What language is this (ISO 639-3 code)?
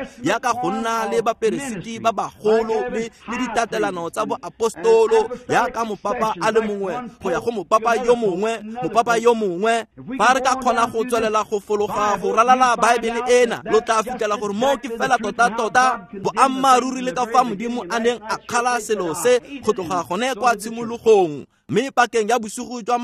tsn